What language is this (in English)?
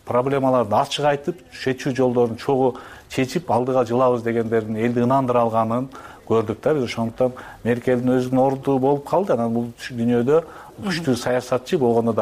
Kyrgyz